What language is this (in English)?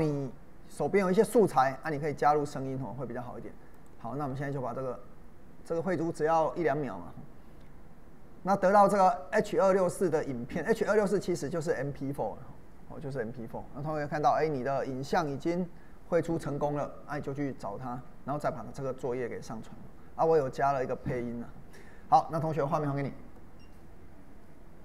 Chinese